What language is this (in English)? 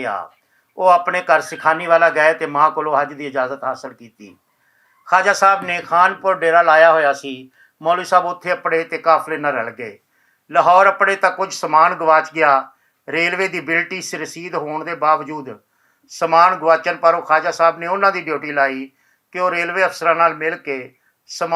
Western Panjabi